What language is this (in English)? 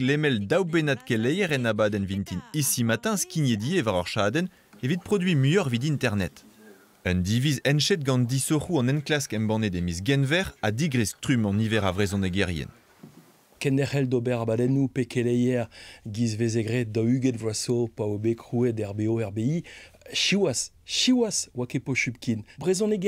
Breton